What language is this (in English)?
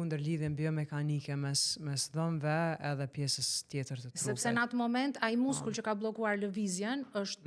Albanian